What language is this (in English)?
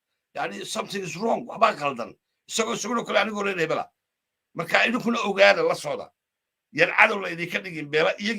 Somali